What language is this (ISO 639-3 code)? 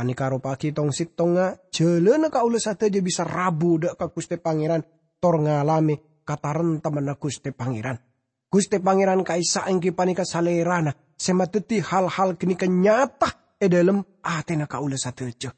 mad